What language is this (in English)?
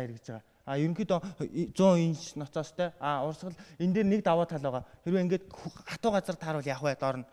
Mongolian